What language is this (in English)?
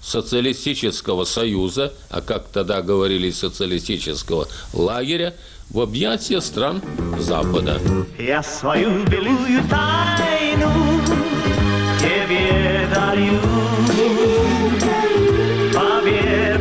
Russian